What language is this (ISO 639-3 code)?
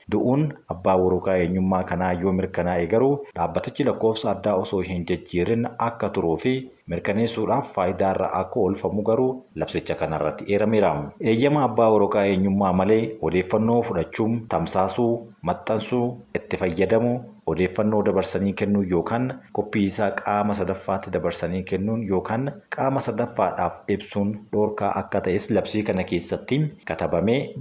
orm